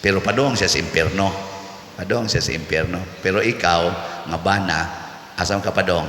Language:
Cebuano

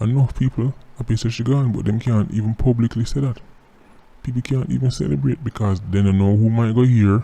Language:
Jamaican Creole English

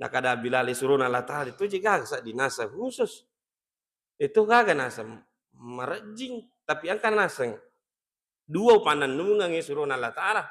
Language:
Buginese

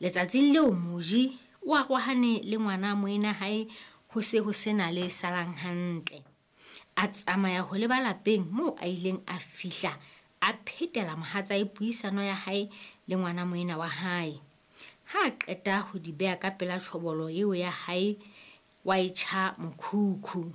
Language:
Southern Sotho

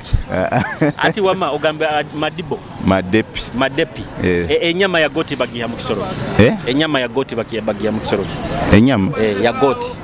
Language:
Nyoro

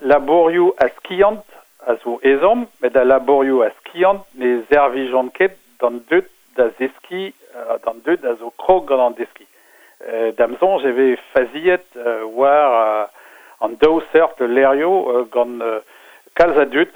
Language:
Breton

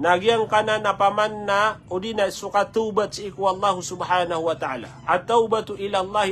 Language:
Maranao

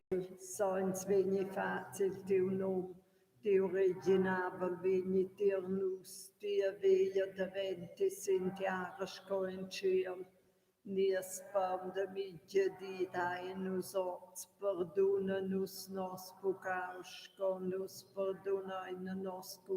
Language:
Romansh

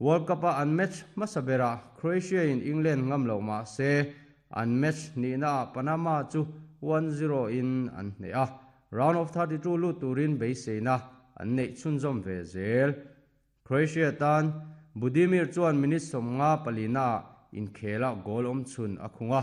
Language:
Mizo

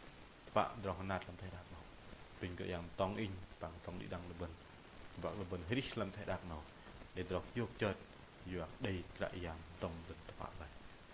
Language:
Bahnar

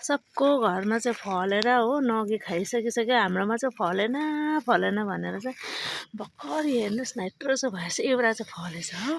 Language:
Nepali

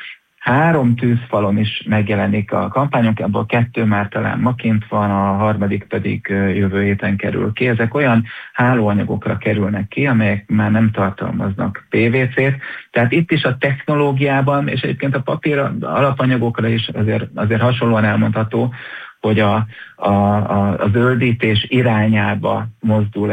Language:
Hungarian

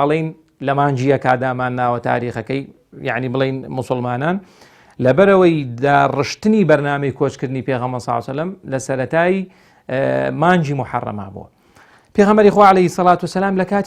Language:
Central Kurdish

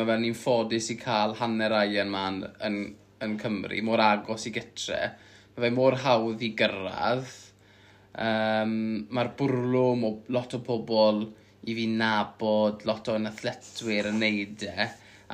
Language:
Welsh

